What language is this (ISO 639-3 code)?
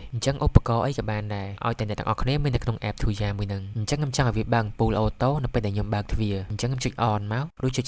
khm